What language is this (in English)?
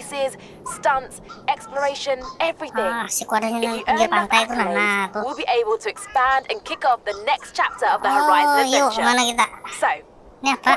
Banjar